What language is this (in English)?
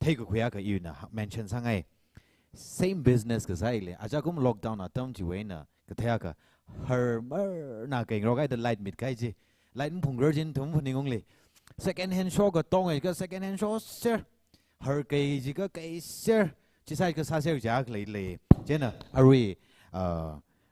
Tangkhul Naga (India)